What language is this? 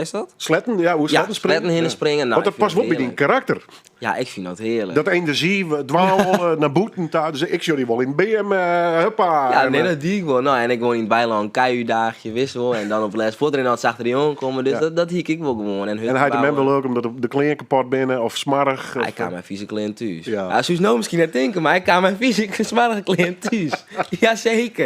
Western Frisian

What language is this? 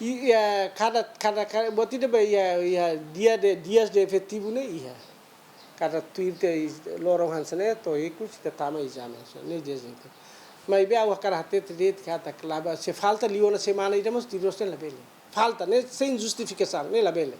Tetum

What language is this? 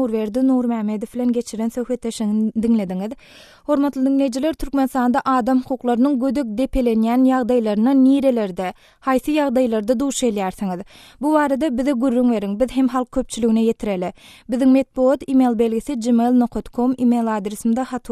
Turkmen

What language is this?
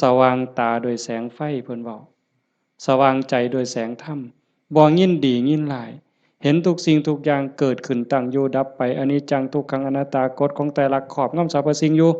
Northeastern Thai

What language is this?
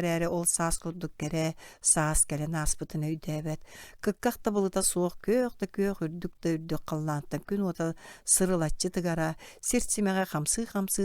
Yakut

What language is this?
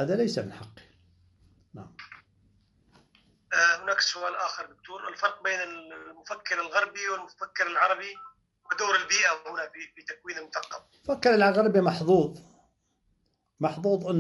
Arabic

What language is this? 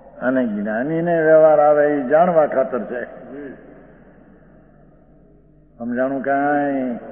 Gujarati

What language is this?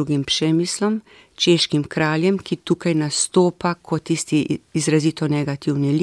Slovenian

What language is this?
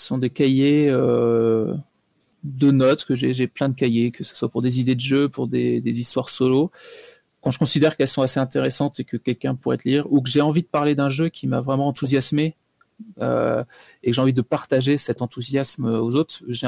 French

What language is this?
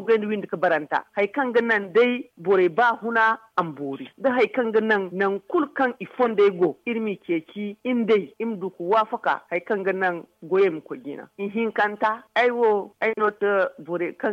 Zarma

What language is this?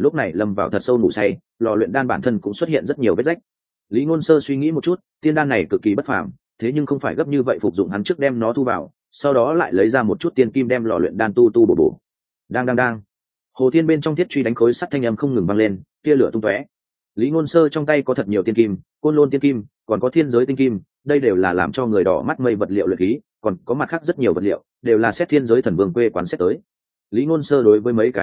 Vietnamese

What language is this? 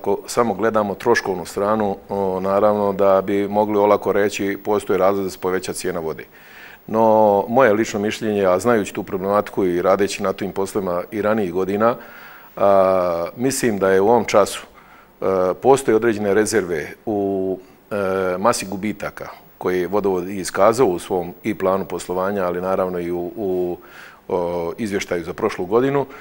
Bosnian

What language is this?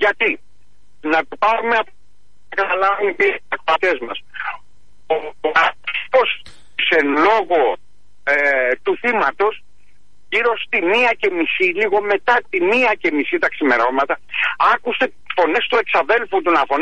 Greek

